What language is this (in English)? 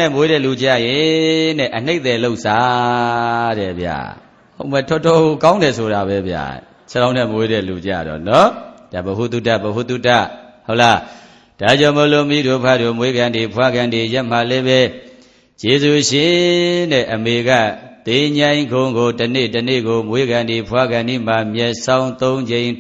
Burmese